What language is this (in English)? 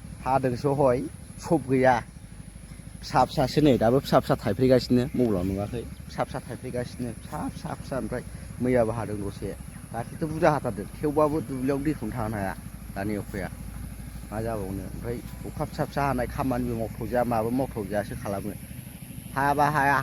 Bodo